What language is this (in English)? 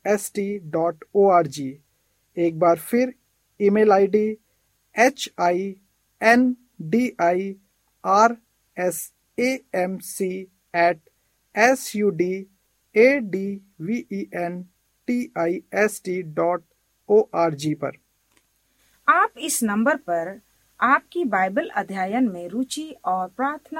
Hindi